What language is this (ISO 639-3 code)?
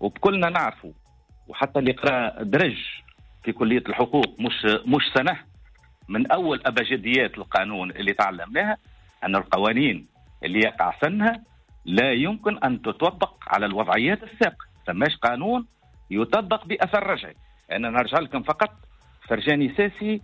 aeb